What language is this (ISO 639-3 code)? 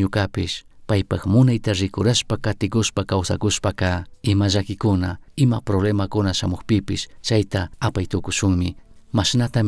qug